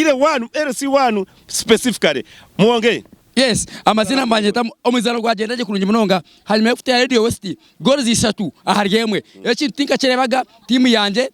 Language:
Nyankole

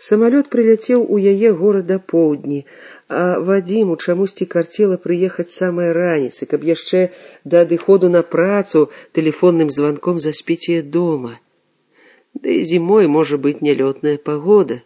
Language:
Belarusian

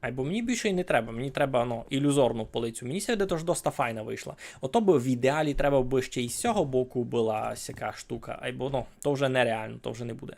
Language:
Rusyn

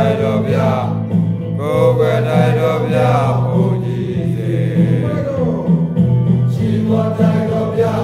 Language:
Burmese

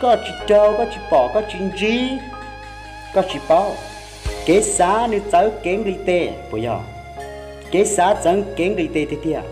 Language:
Hmong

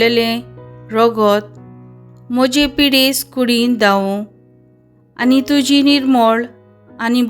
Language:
Konkani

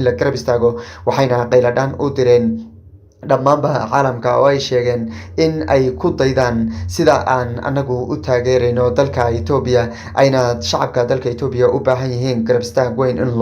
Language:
Somali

